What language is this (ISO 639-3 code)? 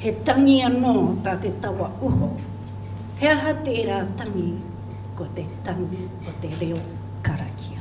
mri